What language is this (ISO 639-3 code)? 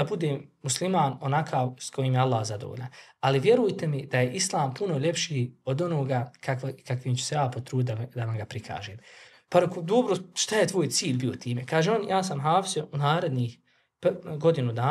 bos